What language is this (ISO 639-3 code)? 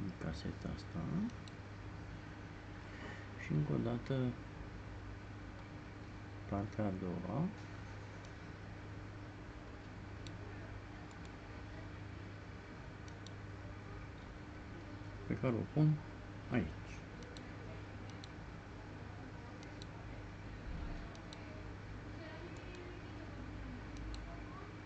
ron